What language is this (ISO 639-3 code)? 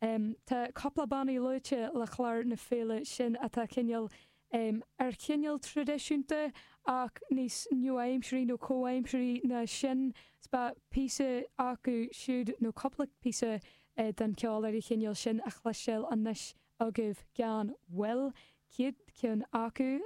gle